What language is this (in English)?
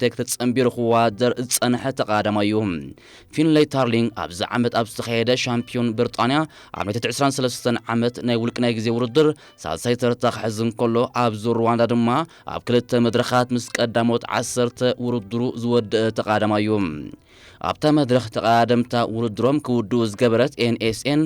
Tigrinya